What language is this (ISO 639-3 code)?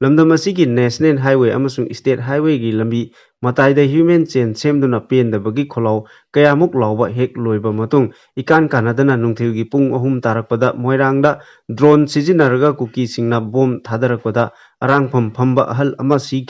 mni